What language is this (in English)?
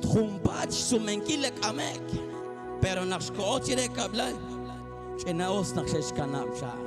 Kekchí